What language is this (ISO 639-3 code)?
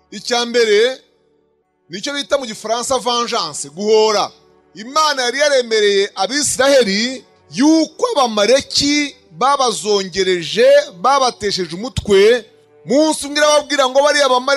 kin